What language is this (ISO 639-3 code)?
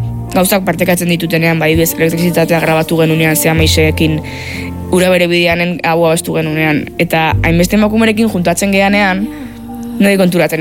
eus